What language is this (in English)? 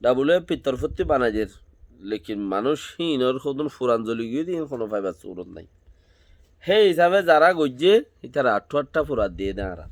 Rohingya